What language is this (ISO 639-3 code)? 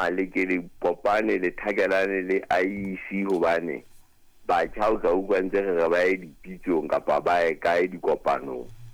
sot